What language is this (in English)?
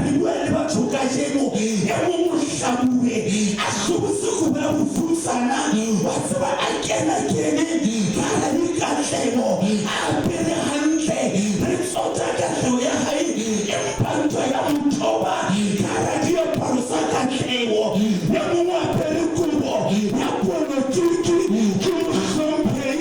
Southern Sotho